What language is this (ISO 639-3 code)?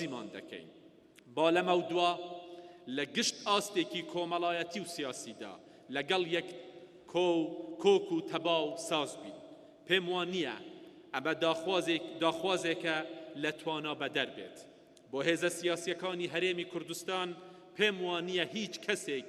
ckb